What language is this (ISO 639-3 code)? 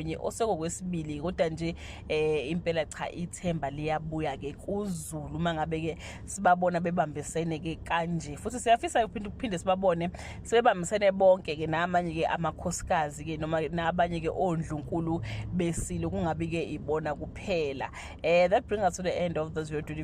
zul